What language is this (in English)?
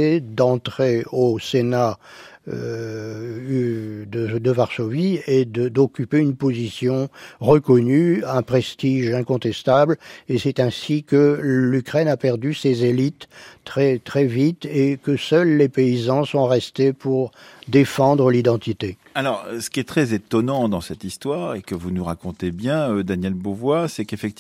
French